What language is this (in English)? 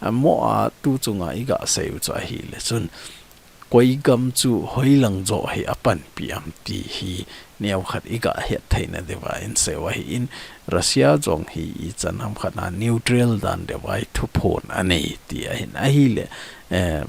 Thado Chin